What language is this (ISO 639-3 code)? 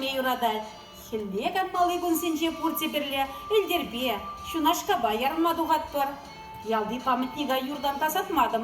chv